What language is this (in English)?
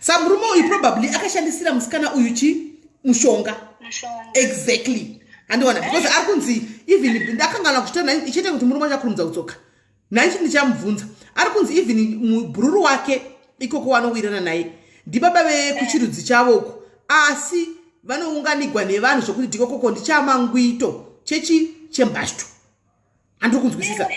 Shona